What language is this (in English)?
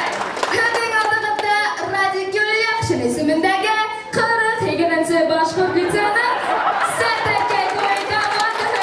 Bashkir